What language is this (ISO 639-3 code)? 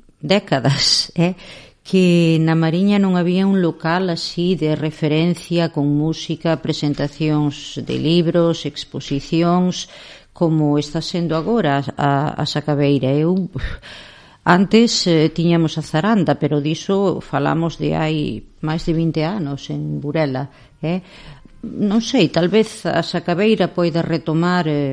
glg